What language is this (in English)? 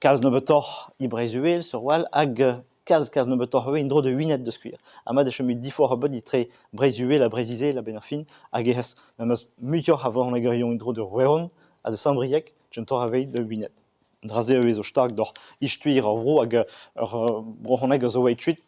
Breton